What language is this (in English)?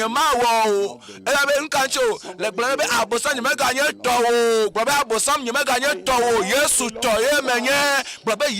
Ewe